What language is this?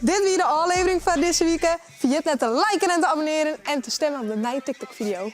Western Frisian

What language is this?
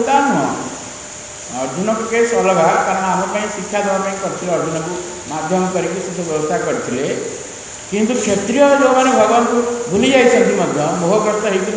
Odia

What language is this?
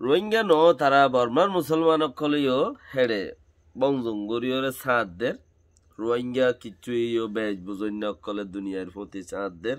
Rohingya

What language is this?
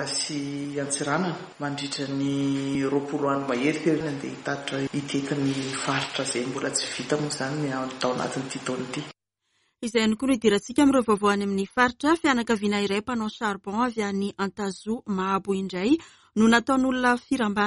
Malagasy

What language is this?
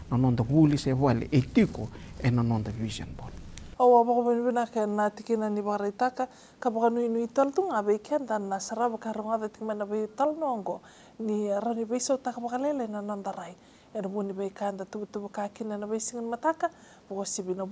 Fijian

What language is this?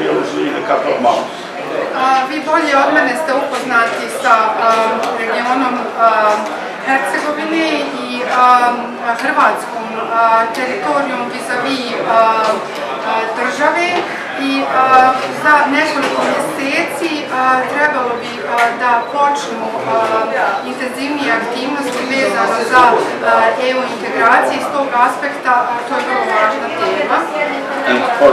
Bosnian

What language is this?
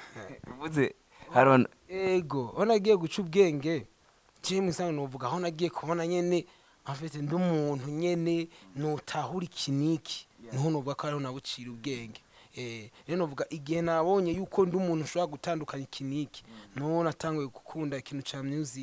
Rundi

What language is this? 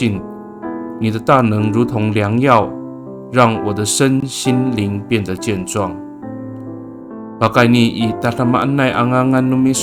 Amis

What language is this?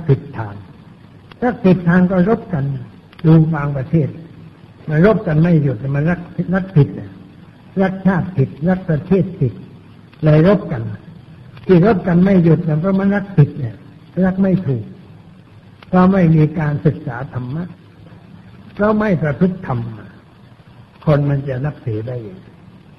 Thai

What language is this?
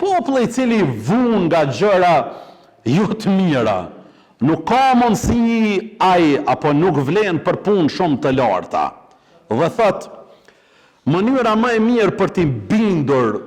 Albanian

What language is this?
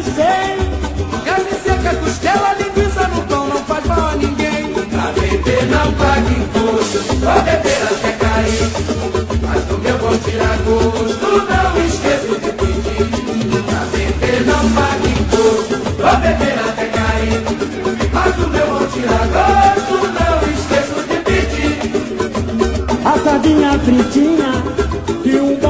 Portuguese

